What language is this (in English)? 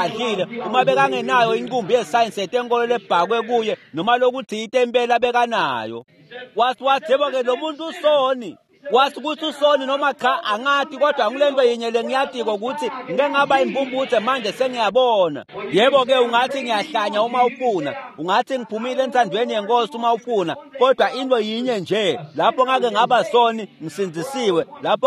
Swati